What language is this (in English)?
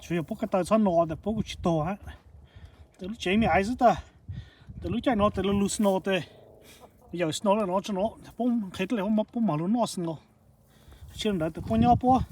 Hmong